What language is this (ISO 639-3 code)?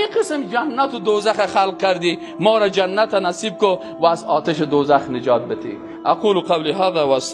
fas